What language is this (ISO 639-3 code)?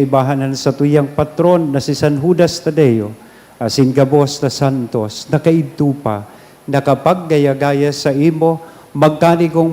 bik